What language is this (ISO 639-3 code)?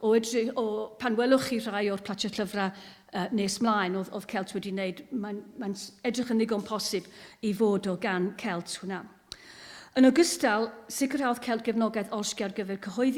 cym